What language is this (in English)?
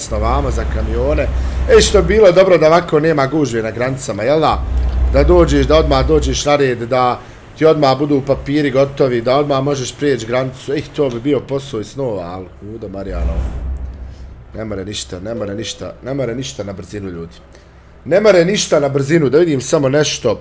Croatian